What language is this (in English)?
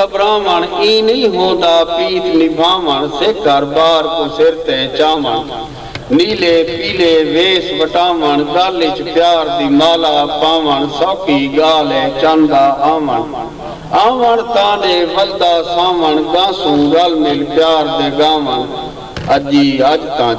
Saraiki